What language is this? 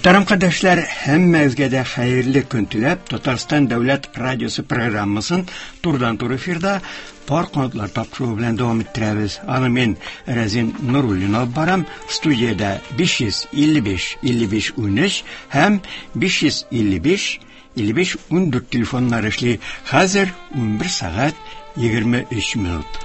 Tatar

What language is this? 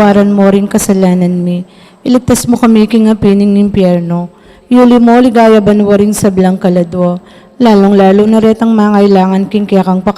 Pampanga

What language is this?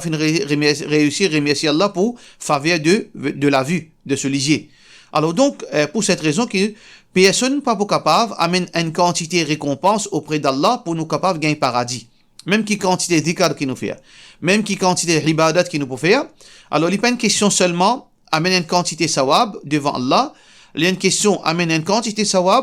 Morisyen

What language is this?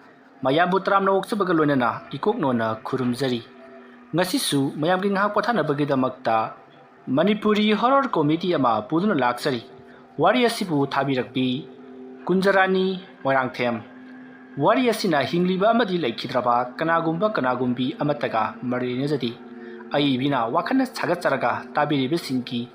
Manipuri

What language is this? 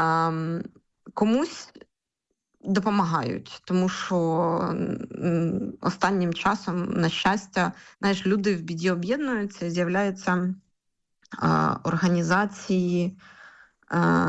Ukrainian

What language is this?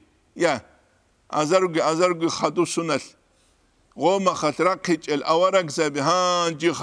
Avaric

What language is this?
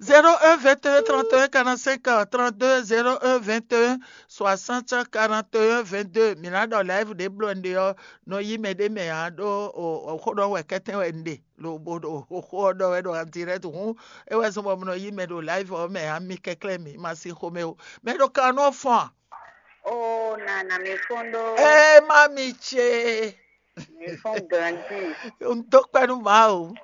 Fon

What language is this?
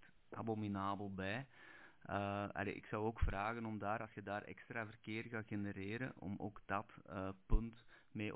Dutch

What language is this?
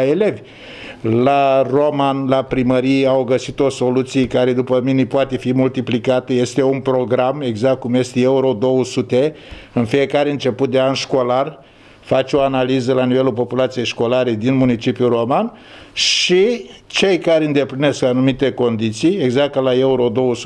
Romanian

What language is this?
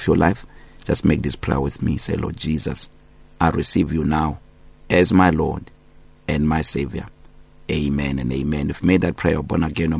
English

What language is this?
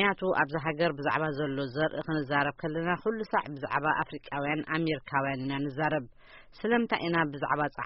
Tigrinya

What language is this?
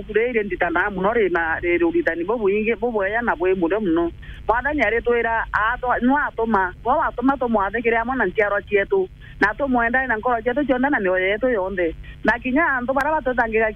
Meru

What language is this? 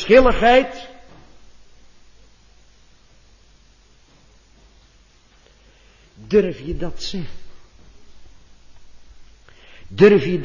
Dutch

